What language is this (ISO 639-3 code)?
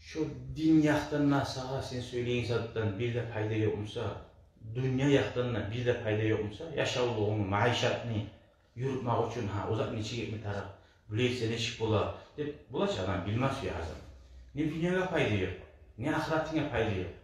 kum